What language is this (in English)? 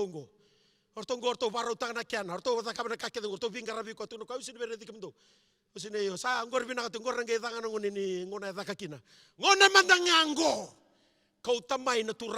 Fijian